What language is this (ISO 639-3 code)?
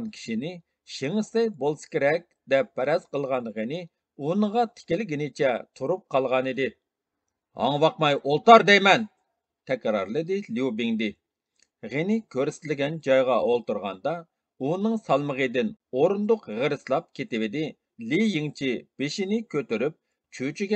uig